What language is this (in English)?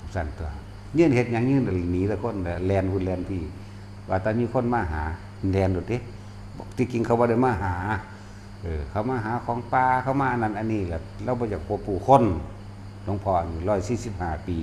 Northeastern Thai